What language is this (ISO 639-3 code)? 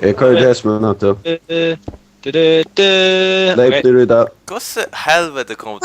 fao